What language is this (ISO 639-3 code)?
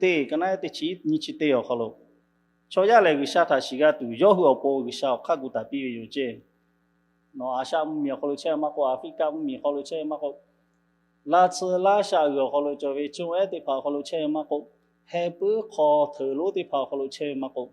lhu